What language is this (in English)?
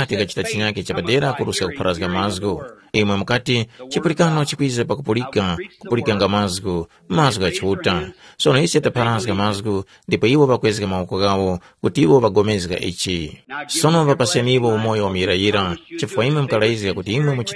Tumbuka